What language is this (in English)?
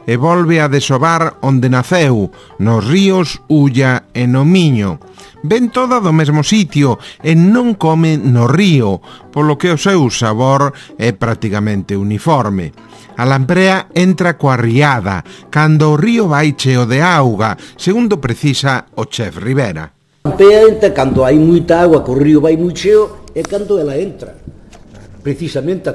Galician